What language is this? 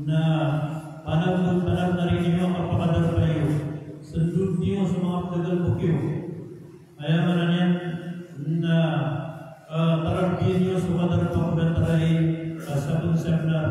Maranao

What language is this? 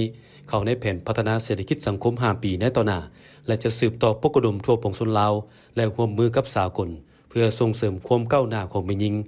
Lao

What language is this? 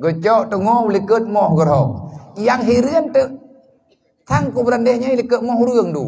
Achinese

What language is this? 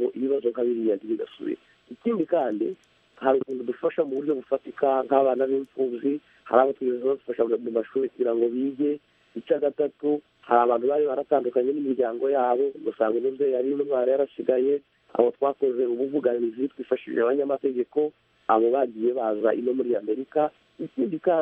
Kinyarwanda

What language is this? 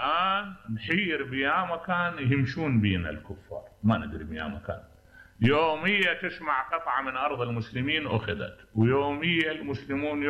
Mesopotamian Arabic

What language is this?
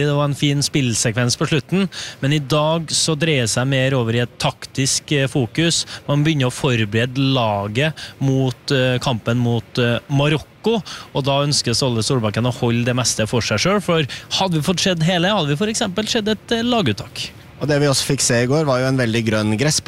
Norwegian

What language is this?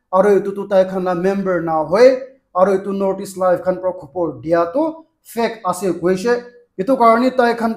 Naga Pidgin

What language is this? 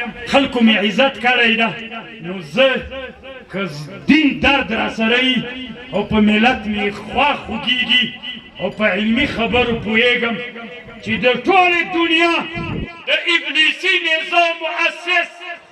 Pashto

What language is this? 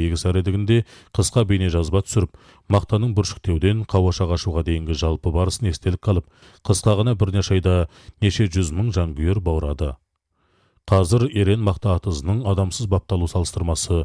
Kazakh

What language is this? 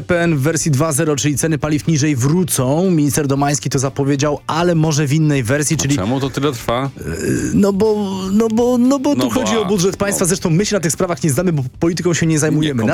Polish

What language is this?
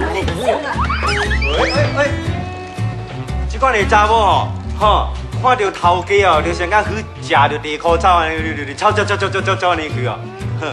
Min Nan Chinese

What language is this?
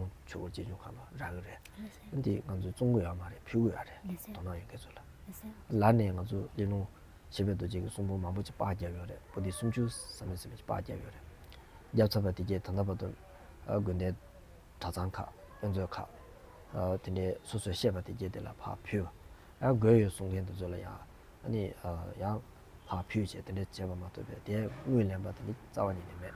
Tibetan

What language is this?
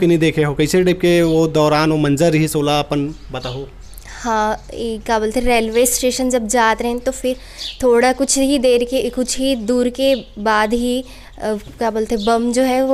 Chhattisgarhi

